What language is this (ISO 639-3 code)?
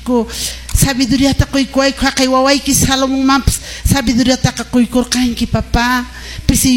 que